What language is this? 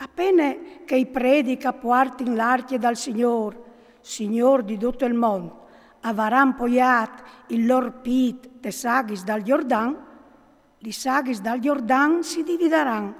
Friulian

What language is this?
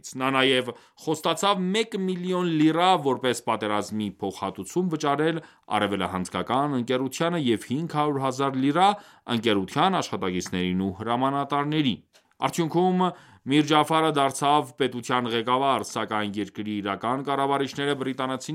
Armenian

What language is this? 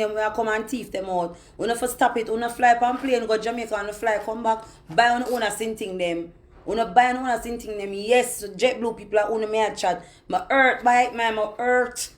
Jamaican Creole English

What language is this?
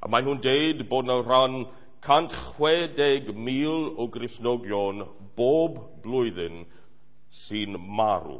Welsh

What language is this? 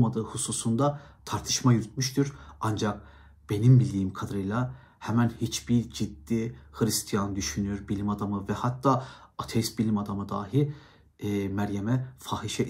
Turkish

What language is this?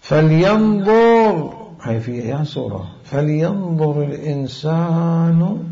Mesopotamian Arabic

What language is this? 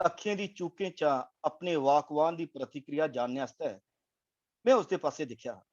Dogri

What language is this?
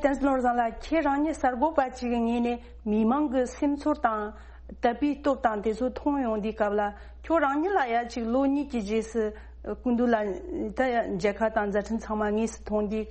Tibetan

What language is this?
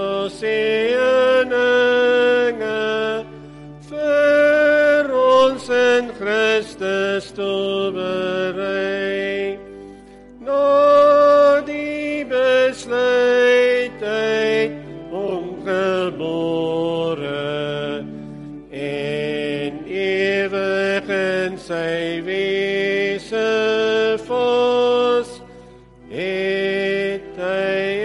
Afrikaans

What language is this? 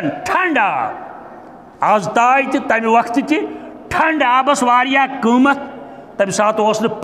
Kashmiri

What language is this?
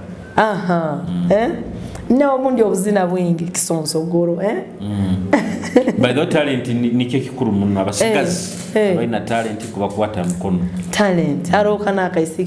Nyoro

